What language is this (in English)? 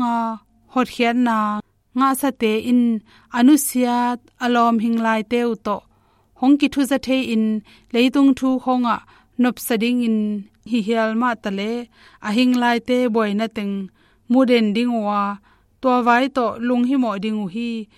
Tedim Chin